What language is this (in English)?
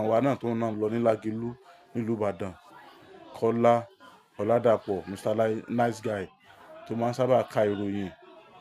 Yoruba